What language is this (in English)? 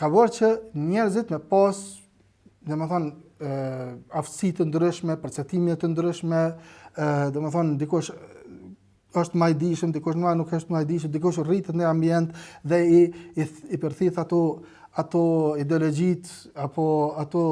Albanian